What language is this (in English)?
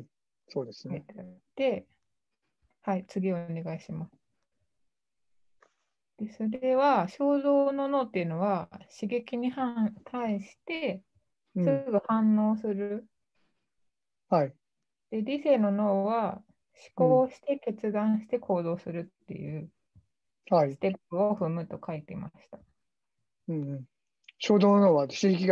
Japanese